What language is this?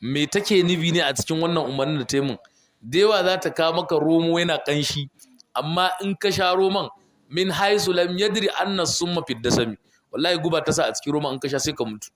Hausa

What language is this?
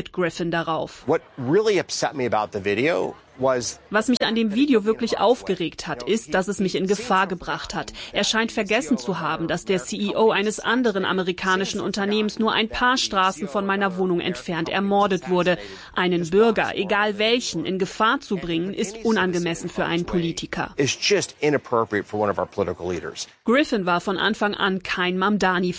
German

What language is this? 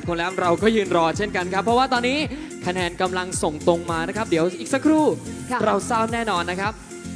Thai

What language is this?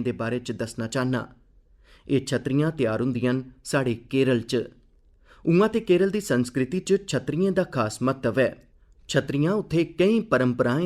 Dogri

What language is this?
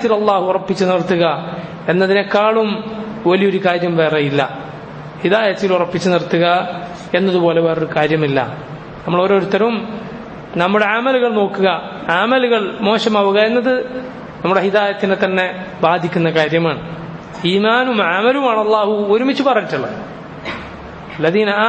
Malayalam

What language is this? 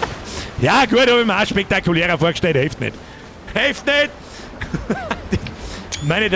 Bavarian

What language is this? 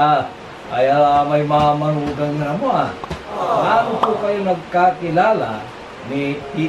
Pangasinan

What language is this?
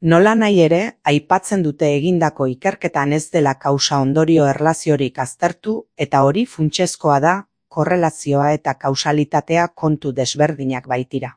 Basque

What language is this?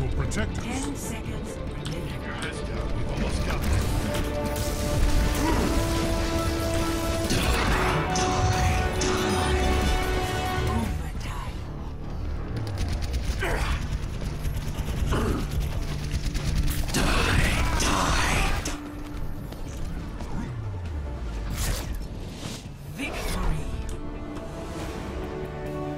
English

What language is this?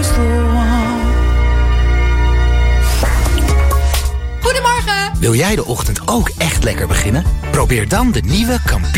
Dutch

